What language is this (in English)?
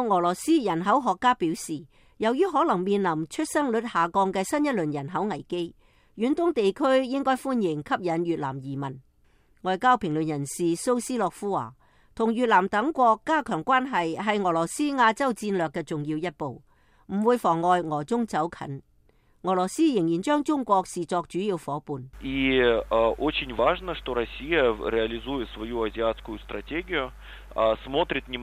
Cantonese